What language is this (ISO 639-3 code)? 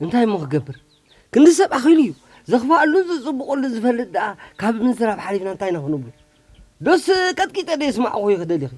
tir